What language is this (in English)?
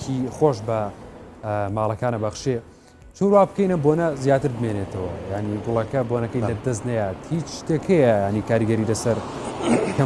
Central Kurdish